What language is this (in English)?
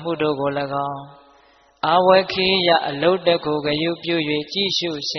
Burmese